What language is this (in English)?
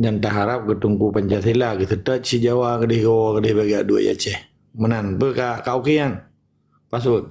Achinese